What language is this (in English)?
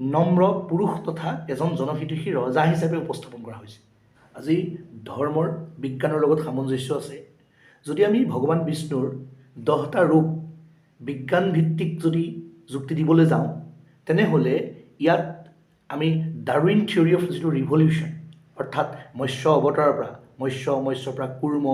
Assamese